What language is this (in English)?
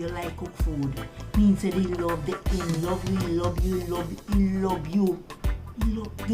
Jamaican Creole English